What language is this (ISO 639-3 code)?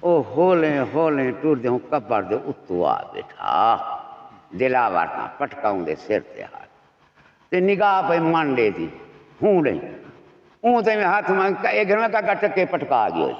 skr